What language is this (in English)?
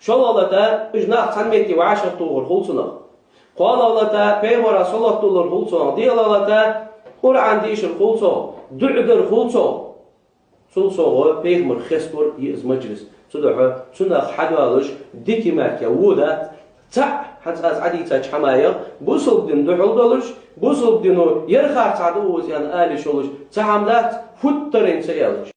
Ingush